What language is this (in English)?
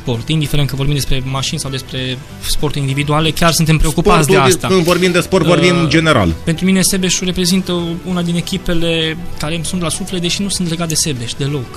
Romanian